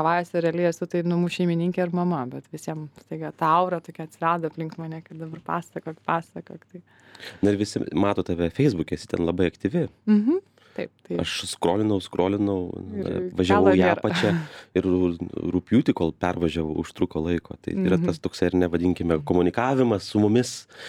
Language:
Lithuanian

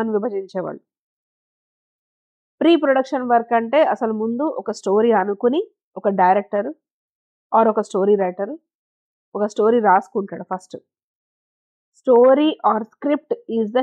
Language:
Telugu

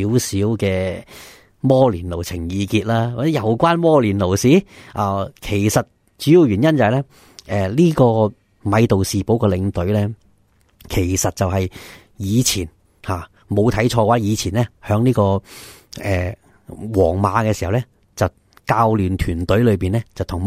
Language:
Cantonese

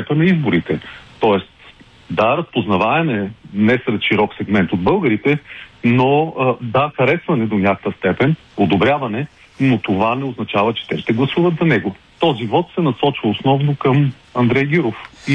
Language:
Bulgarian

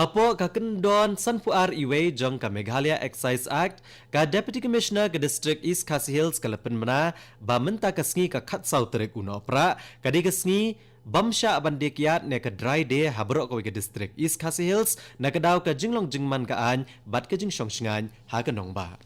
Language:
Khasi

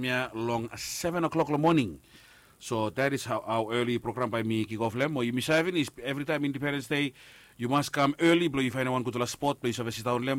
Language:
Bislama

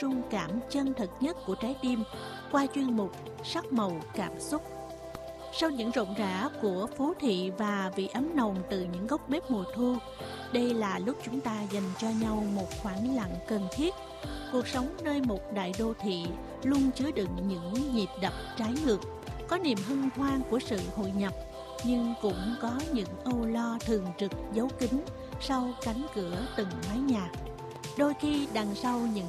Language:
Vietnamese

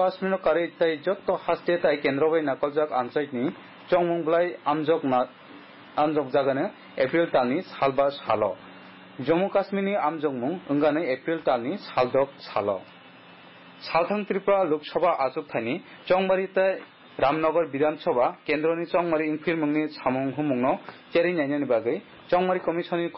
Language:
Kok Borok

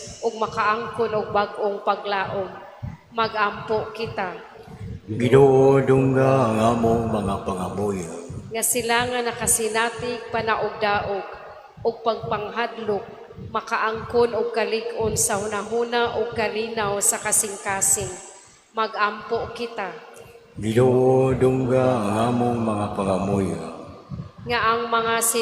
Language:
Cebuano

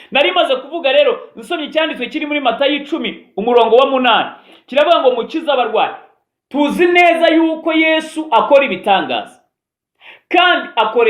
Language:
Kinyarwanda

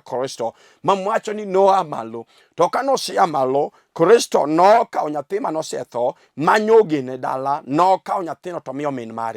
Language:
Luo (Kenya and Tanzania)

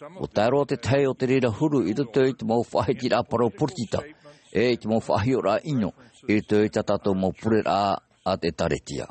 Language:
Tahitian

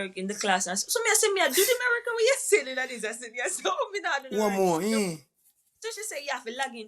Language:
Jamaican Creole English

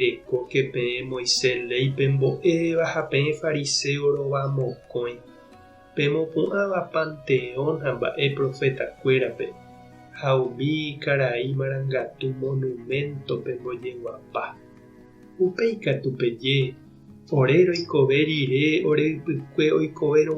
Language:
Guarani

